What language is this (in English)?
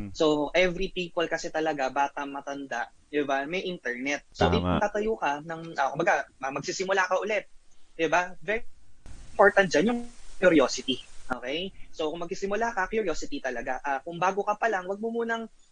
Filipino